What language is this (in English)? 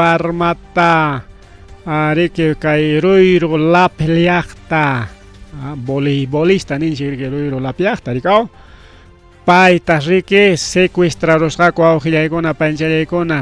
Ayacucho Quechua